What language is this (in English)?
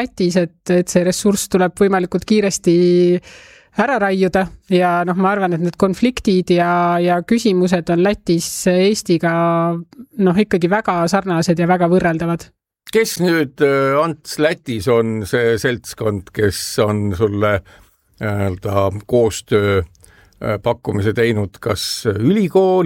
Estonian